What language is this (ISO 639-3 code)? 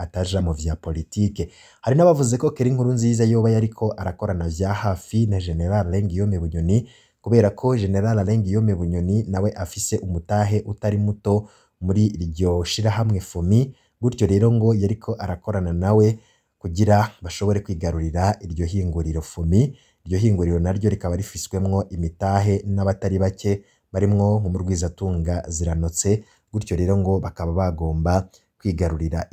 run